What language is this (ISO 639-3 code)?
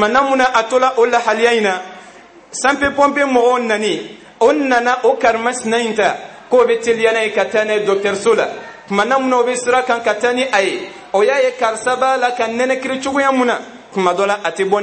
bam